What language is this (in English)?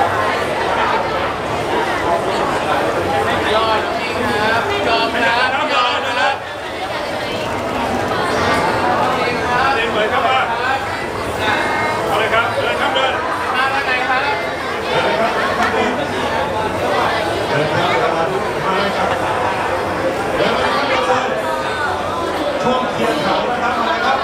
Thai